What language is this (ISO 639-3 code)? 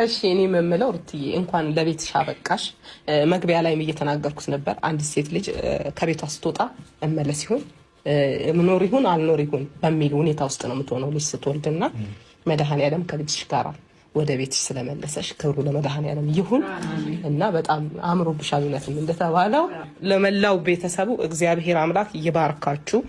amh